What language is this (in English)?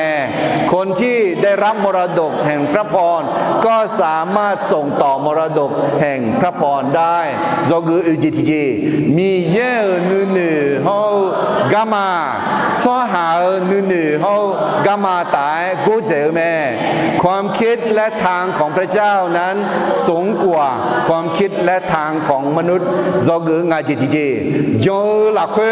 Akha